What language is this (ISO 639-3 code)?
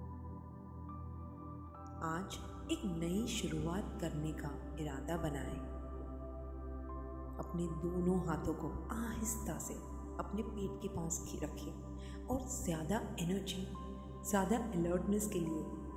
hin